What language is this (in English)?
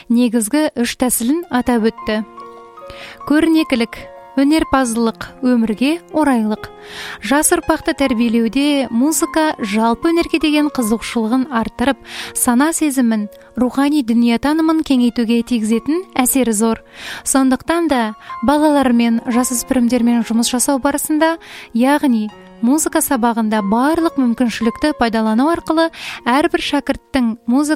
Kazakh